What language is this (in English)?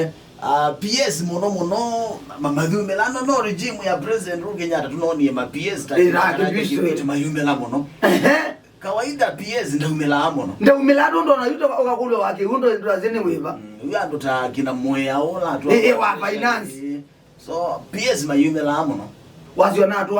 Kamba